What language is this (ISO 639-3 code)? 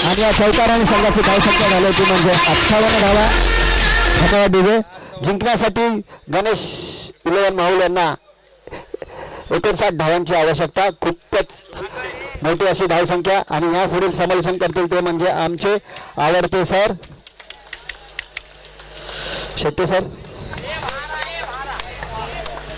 mar